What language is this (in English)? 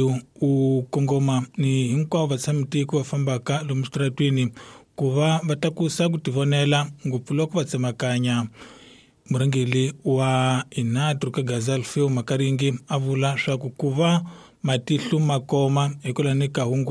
Tsonga